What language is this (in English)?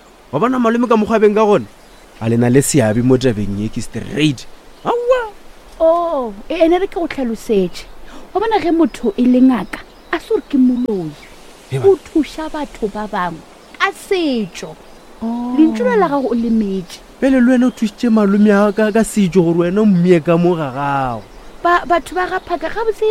Northern Sotho